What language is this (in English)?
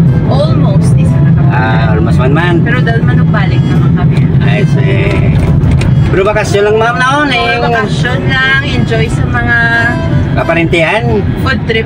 Hiligaynon